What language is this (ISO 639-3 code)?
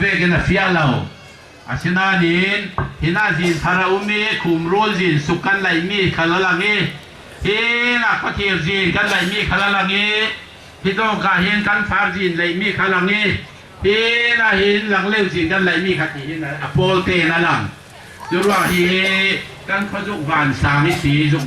cfm